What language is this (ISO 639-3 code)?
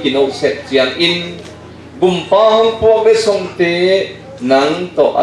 ctd